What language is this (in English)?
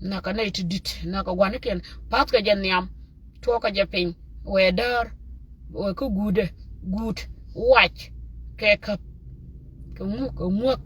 Nuer